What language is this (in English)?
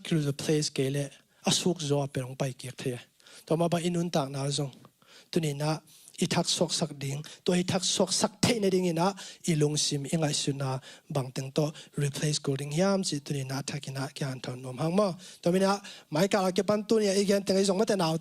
Tedim Chin